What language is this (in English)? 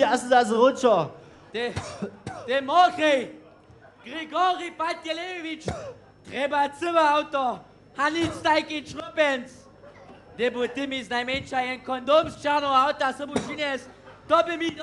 Upper Sorbian